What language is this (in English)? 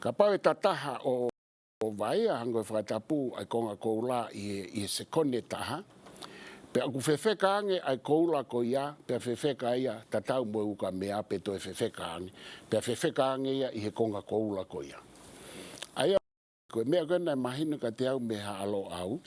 Tongan